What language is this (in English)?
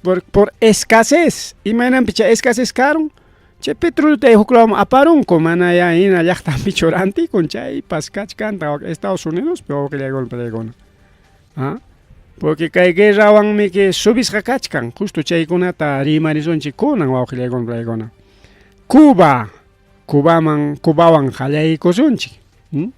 Ayacucho Quechua